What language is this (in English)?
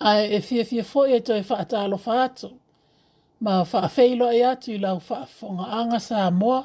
Samoan